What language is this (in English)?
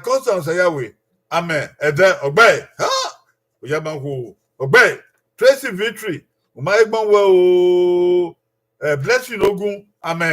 Bini